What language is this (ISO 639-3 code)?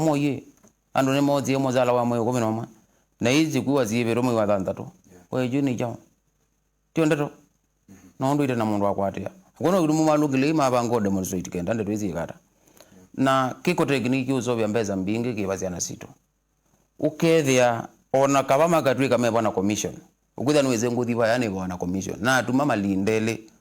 kam